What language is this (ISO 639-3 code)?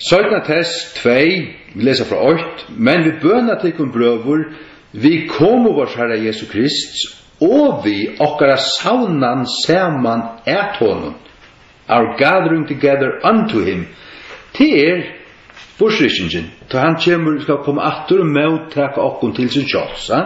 fao